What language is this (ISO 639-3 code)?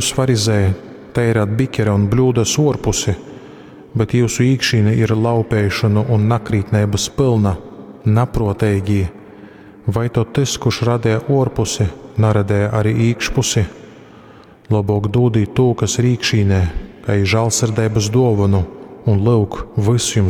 ltg